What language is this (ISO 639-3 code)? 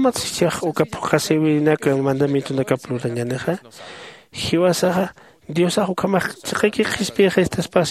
aym